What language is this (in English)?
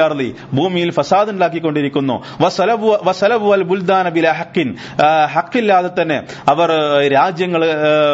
Malayalam